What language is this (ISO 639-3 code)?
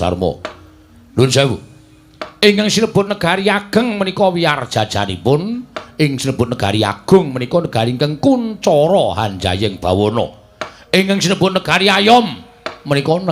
jav